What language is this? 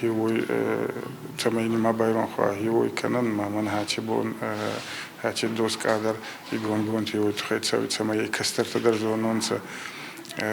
Ossetic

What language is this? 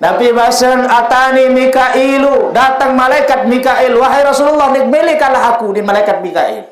Sasak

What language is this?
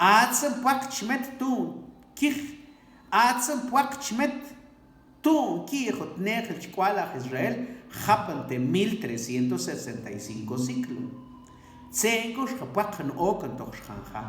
Mam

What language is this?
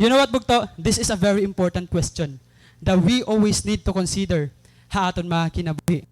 Waray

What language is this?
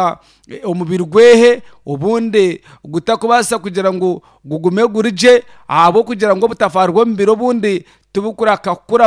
Nyankole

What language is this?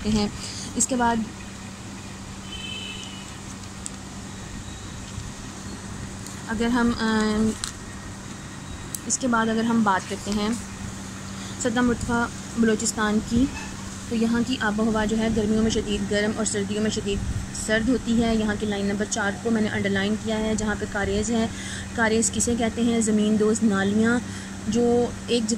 Urdu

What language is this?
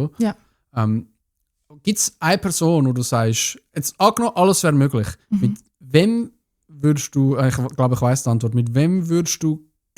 Swiss German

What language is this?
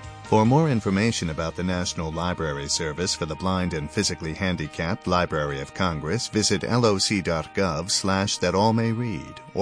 English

